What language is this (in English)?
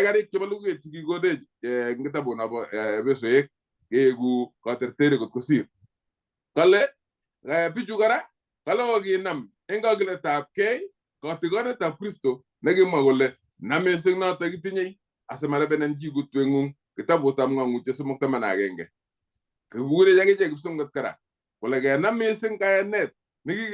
Kalenjin